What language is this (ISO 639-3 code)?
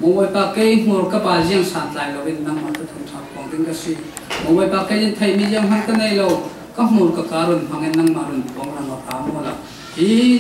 cfm